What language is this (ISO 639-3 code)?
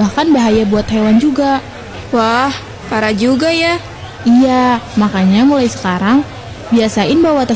ind